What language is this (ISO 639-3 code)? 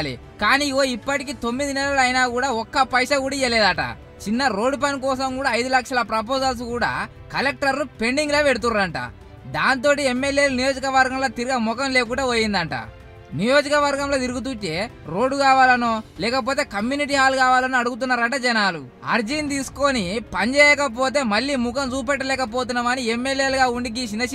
tel